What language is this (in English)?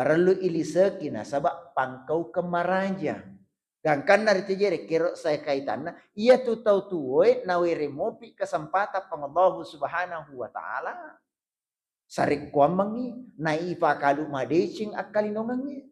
Buginese